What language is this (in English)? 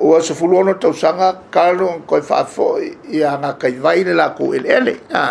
Samoan